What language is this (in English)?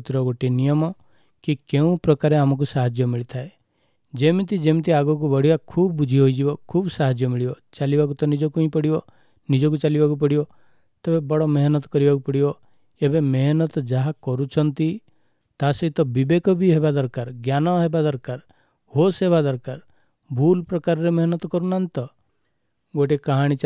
Odia